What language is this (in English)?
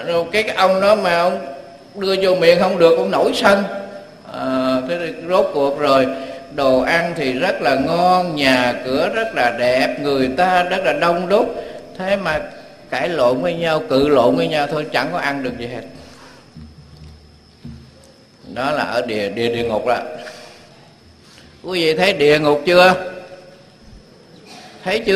Vietnamese